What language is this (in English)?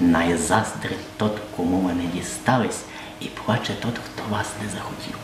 Rusyn